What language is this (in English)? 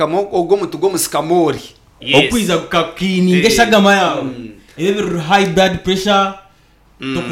Nyankole